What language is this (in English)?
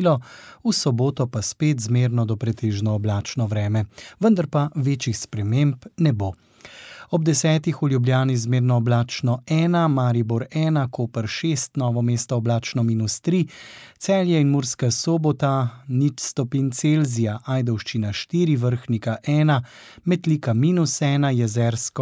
Slovenian